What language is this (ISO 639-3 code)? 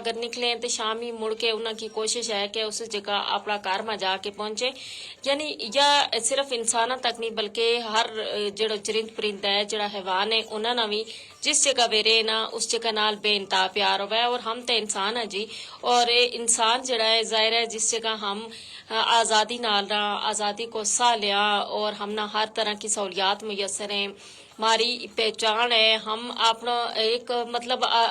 gju